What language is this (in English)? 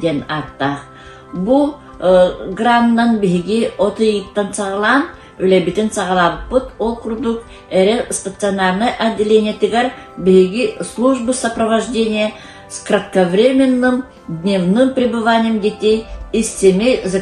Yakut